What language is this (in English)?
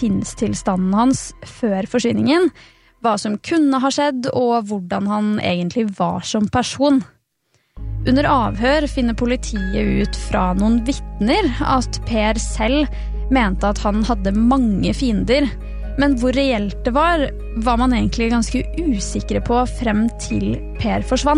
Norwegian